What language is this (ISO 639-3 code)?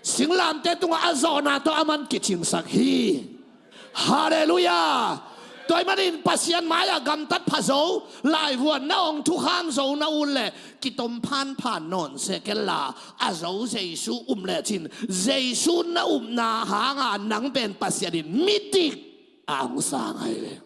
ctd